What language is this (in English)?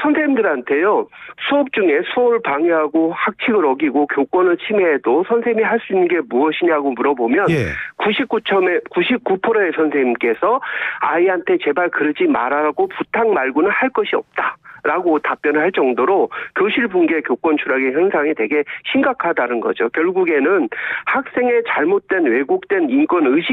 Korean